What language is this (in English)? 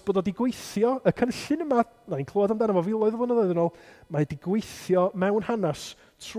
Welsh